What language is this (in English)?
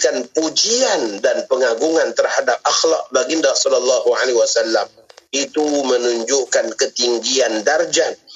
Malay